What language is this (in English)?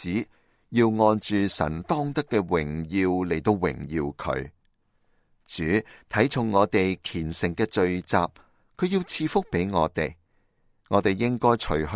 Cantonese